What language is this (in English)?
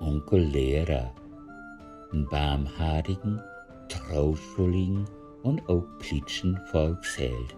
Low German